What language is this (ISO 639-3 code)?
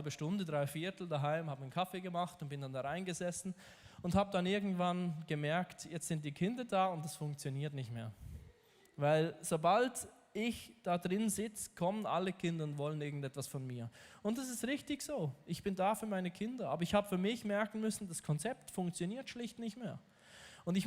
gsw